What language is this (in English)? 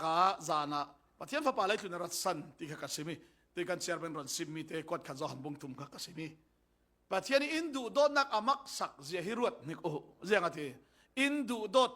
Falam Chin